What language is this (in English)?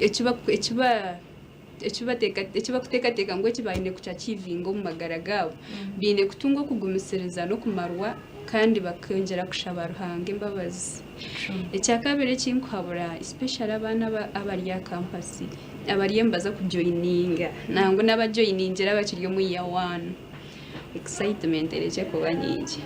Nyankole